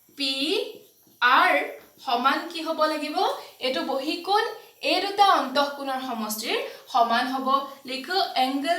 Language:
Assamese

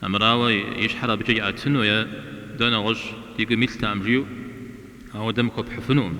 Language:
Kabardian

